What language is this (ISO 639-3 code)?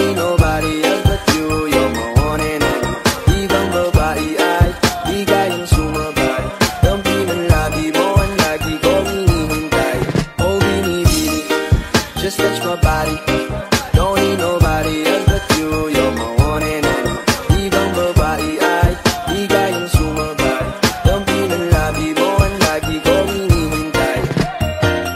fil